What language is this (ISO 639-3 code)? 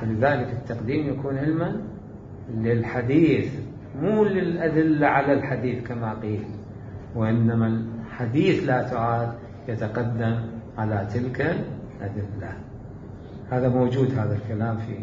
acm